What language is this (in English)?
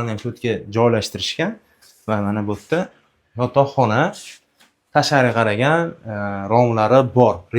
Uzbek